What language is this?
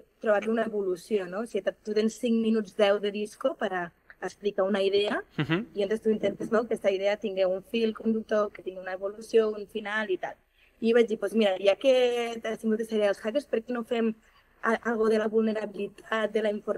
Catalan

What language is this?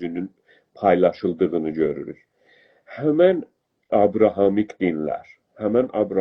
South Azerbaijani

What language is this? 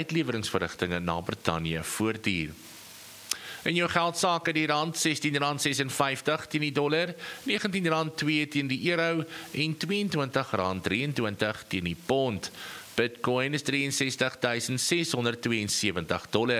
Afrikaans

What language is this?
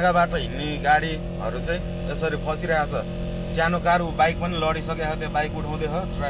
Nepali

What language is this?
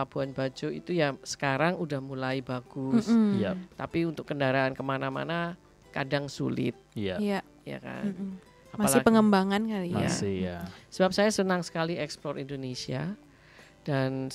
Indonesian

